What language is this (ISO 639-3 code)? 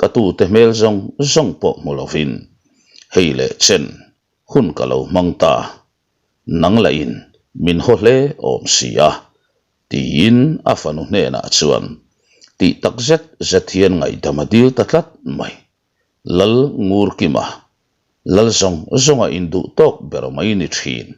lus